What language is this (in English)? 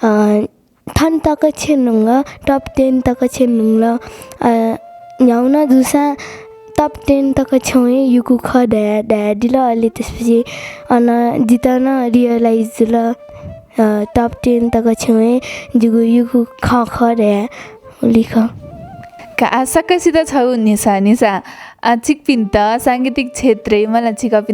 Newari